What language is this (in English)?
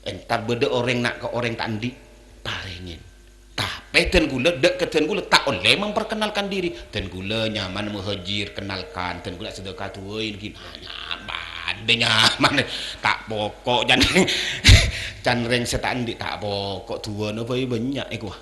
Madurese